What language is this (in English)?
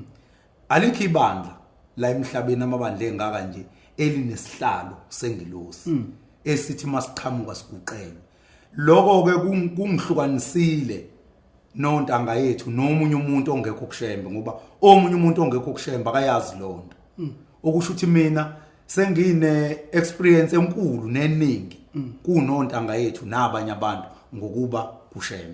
Zulu